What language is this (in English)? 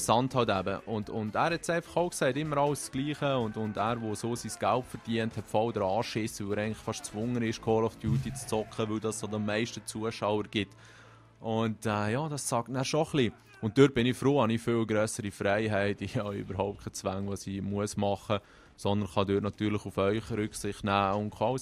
Swiss German